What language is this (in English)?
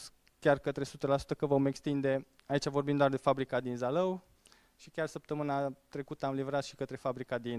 Romanian